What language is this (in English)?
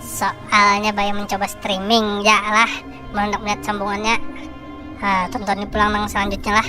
Banjar